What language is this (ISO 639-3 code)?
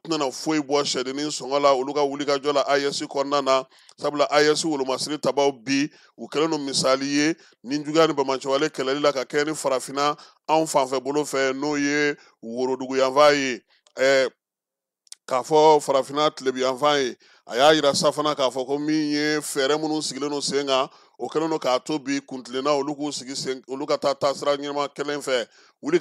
bam